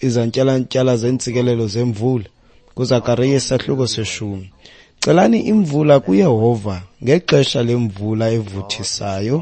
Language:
Xhosa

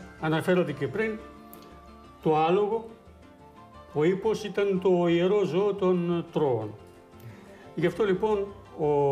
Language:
Greek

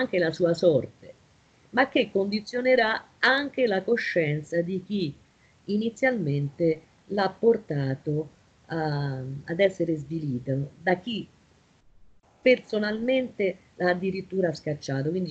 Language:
Italian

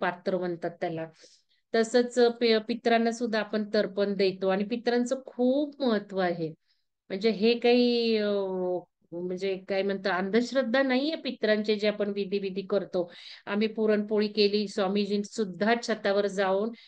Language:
Marathi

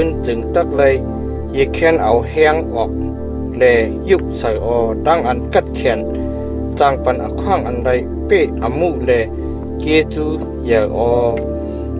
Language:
Shan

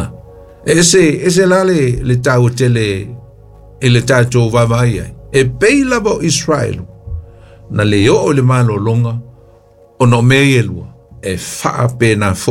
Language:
Samoan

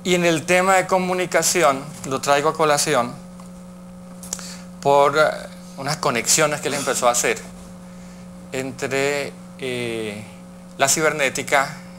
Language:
Spanish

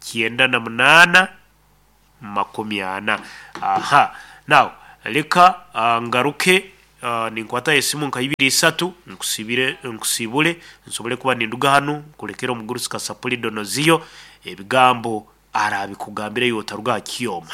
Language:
Nyoro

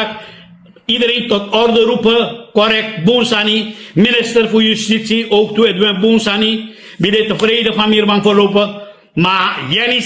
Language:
Sranan Tongo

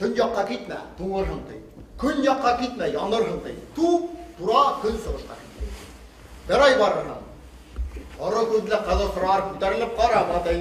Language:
Bashkir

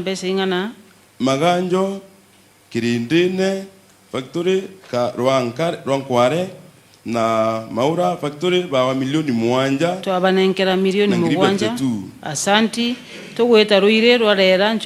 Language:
Meru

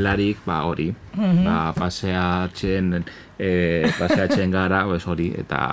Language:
Basque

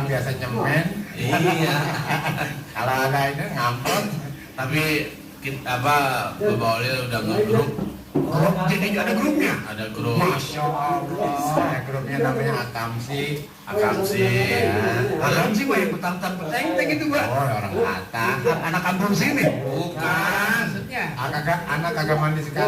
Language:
Betawi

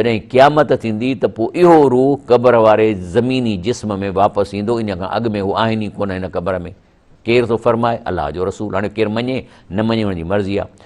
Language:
Sindhi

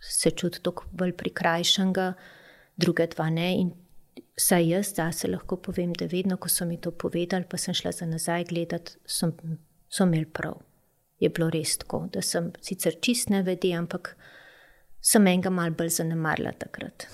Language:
Slovenian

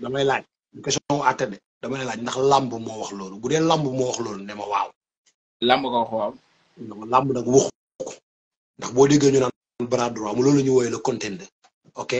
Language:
Wolof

